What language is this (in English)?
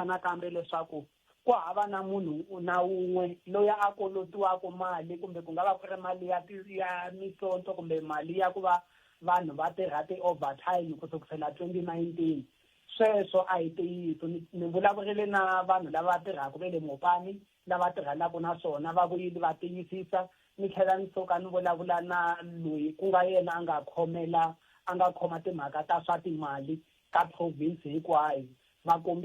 Tsonga